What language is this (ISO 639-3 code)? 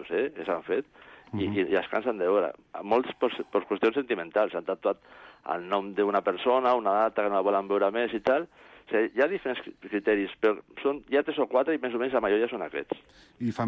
cat